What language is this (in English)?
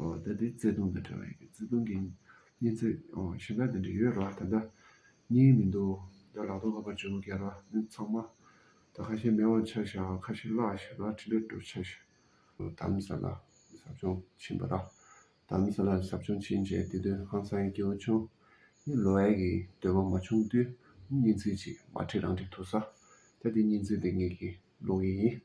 Tibetan